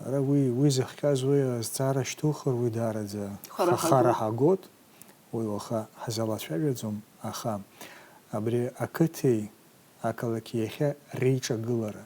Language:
Abkhazian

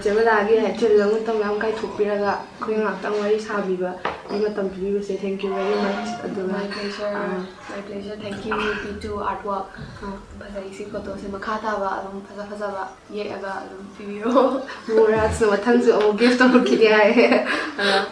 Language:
Manipuri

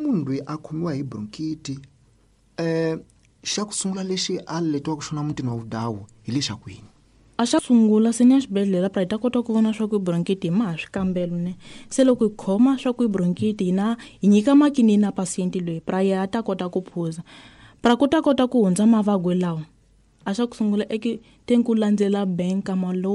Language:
Tsonga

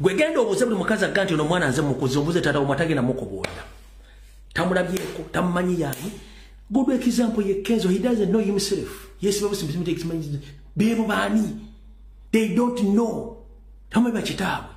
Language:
Ganda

